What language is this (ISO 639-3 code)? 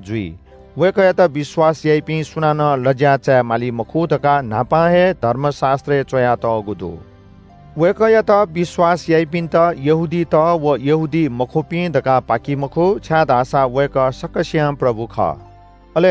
new